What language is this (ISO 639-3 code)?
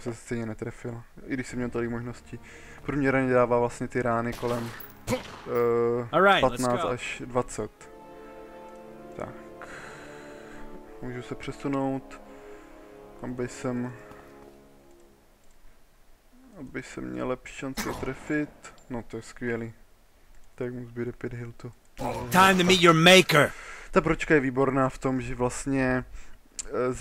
ces